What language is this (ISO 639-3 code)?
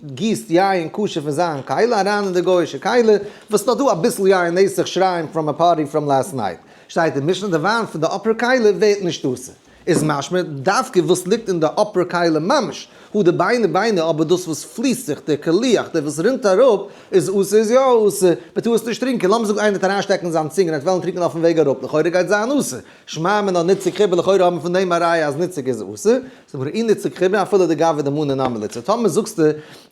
yid